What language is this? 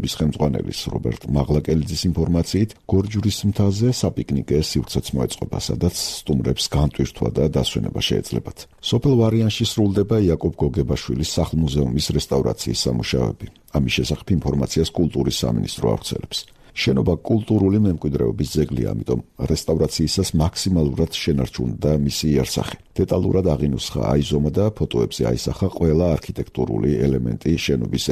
Georgian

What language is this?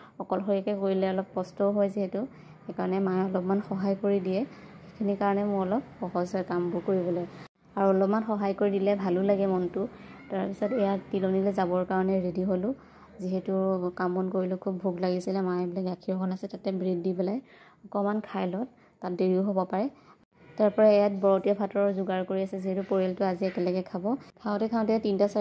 Assamese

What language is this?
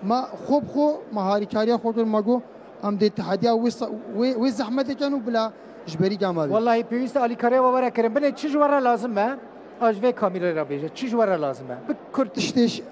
Kurdish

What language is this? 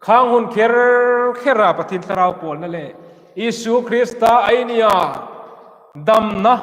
Hmar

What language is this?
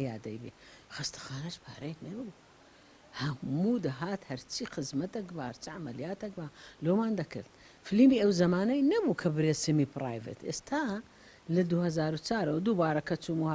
Central Kurdish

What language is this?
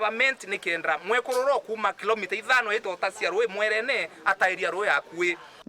Meru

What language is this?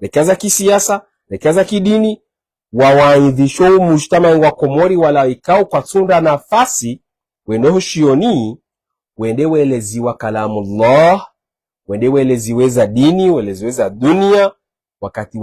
Ngazidja Comorian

